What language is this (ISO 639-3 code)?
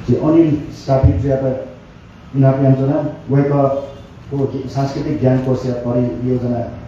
new